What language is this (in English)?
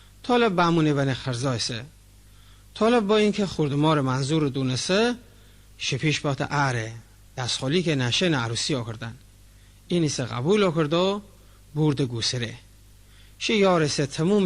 Mazanderani